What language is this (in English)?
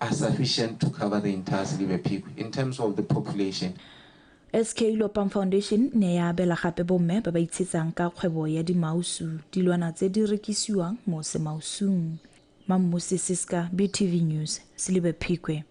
Tswana